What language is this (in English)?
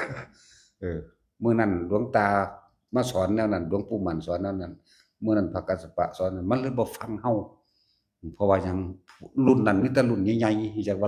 Lao